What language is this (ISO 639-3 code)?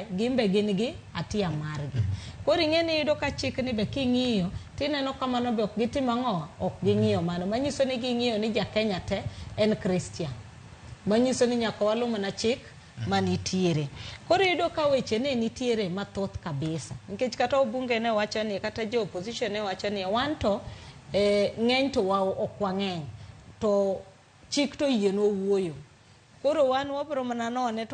luo